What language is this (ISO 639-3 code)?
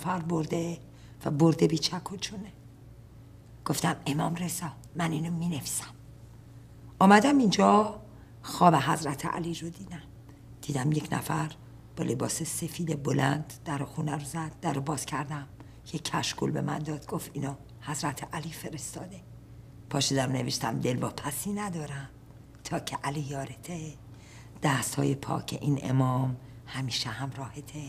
fas